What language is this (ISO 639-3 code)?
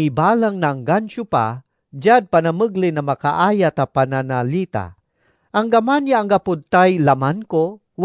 pag